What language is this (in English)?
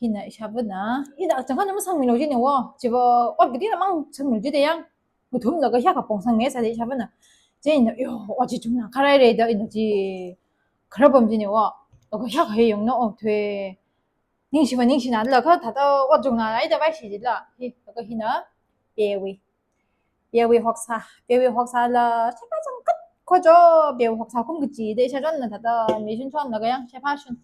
Tangkhul Naga (India)